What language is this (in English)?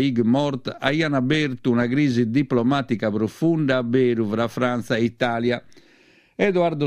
Sardinian